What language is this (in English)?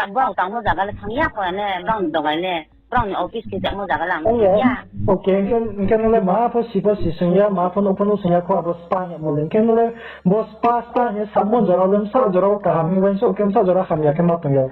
Riang (India)